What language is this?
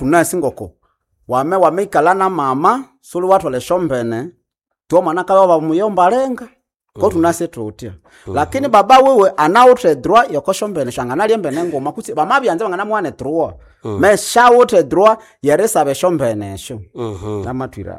Swahili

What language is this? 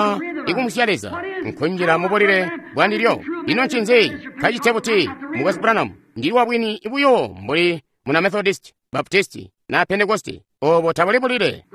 Tonga (Zambia)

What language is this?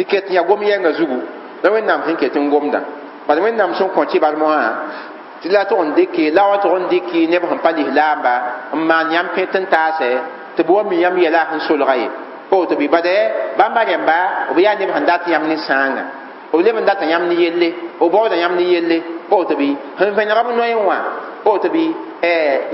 Mossi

